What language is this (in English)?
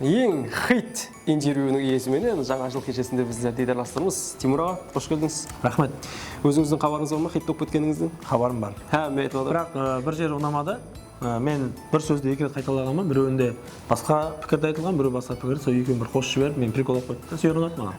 Kara-Kalpak